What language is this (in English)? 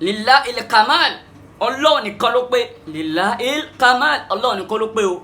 Yoruba